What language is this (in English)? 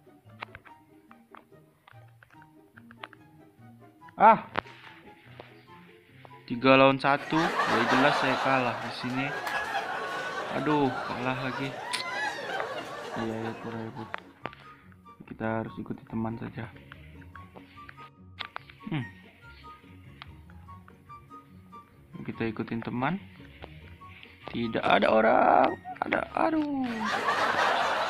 Indonesian